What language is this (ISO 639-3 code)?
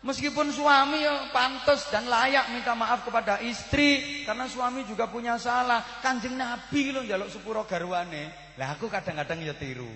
jav